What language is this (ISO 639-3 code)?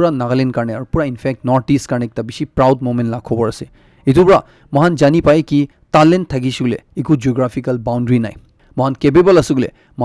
nag